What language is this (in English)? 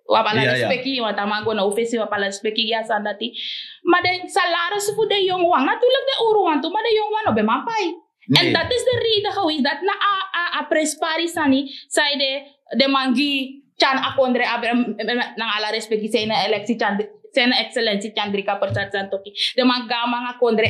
Sranan Tongo